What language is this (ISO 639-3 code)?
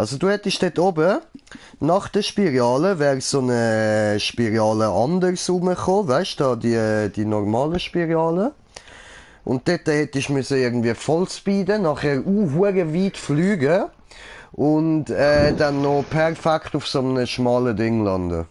gsw